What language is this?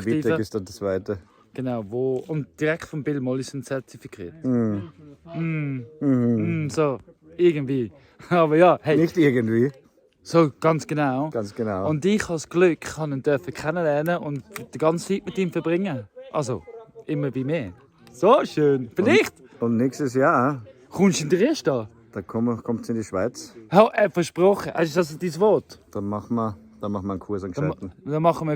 Swiss German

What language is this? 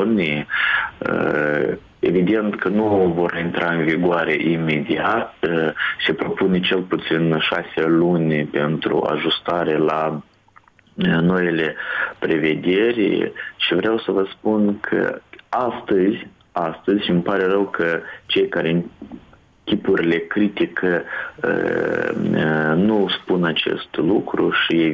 Romanian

